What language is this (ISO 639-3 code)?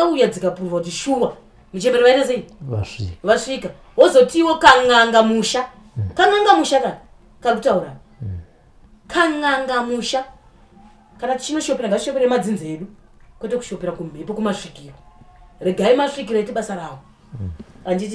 sna